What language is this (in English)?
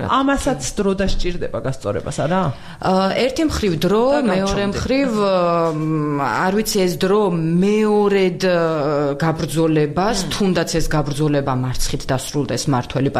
Georgian